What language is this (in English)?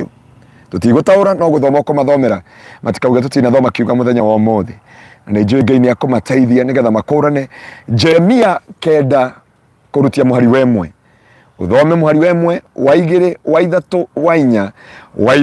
Kikuyu